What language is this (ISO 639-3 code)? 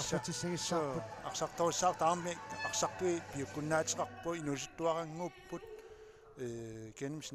kal